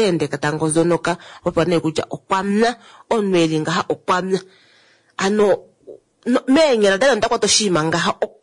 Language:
Kuanyama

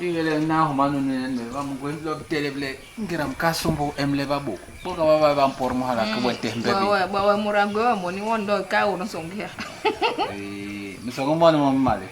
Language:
Basaa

